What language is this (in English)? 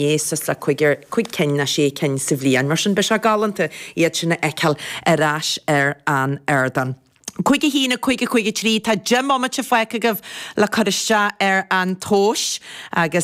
Irish